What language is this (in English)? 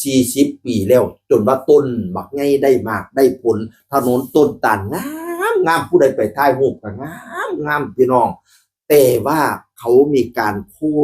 Northeastern Thai